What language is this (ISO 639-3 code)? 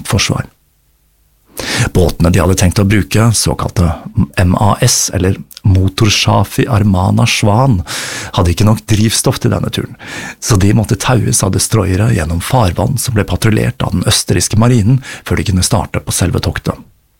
nor